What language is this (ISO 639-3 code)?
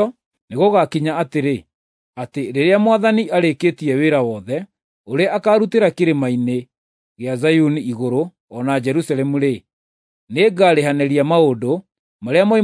kik